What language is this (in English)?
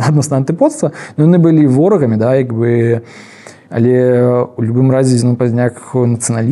Belarusian